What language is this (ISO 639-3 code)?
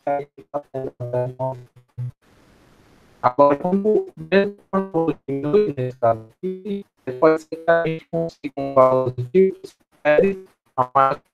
por